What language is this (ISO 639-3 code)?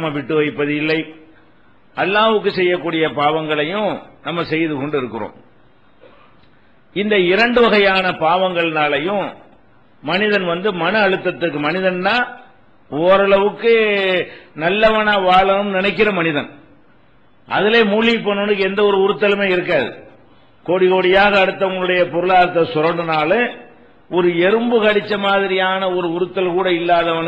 tam